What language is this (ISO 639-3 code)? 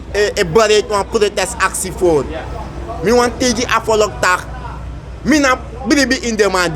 srn